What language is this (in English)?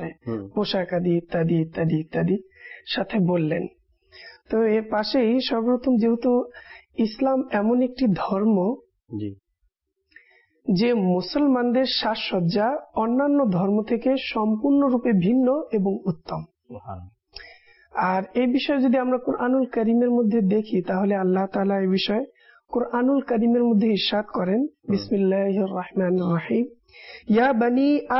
Bangla